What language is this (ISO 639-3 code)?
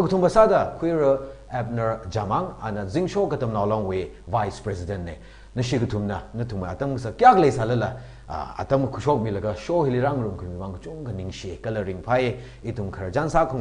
nmf